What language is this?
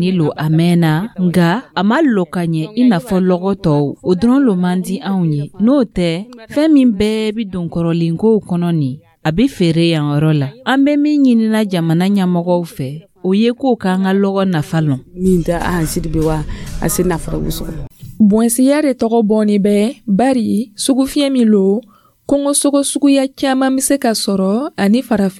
Dyula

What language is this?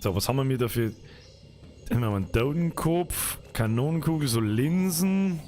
Bavarian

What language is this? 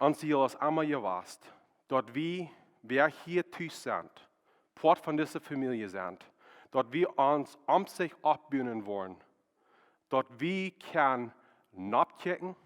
Plautdietsch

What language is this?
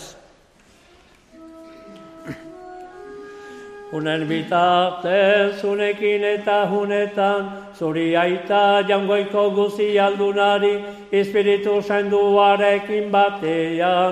Basque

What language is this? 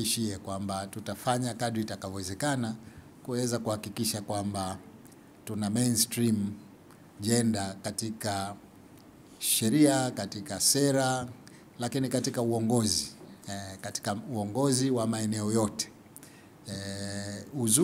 Swahili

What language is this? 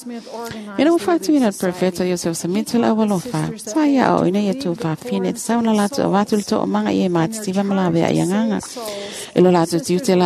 Samoan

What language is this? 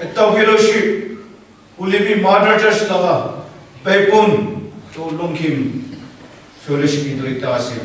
Naga Pidgin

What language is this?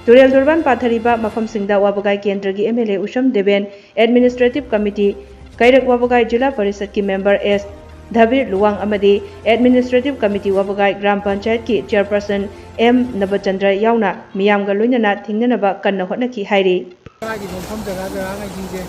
Manipuri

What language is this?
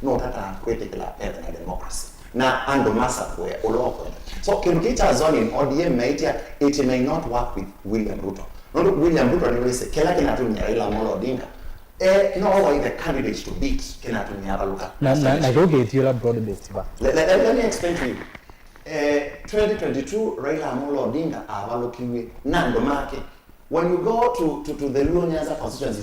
Kamba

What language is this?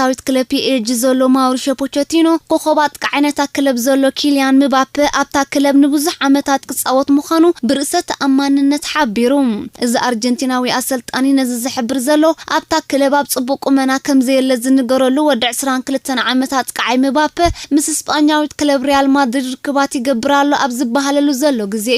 Tigrinya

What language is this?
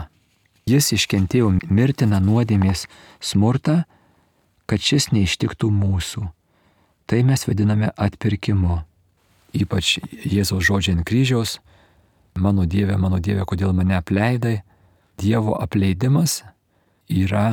Lithuanian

